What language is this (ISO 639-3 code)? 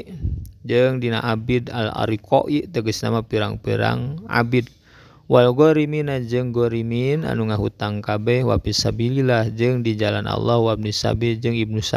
sun